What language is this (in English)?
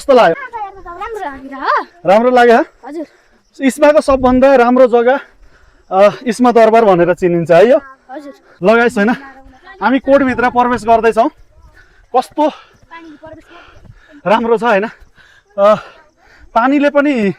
Nepali